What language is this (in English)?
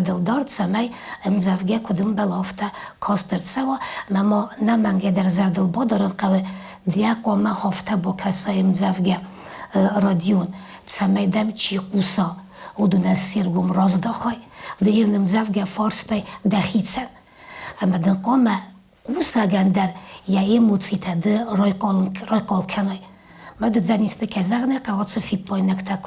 Ossetic